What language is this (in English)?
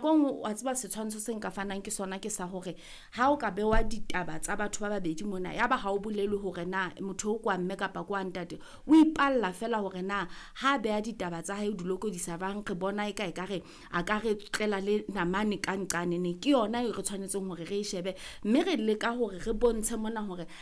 Southern Sotho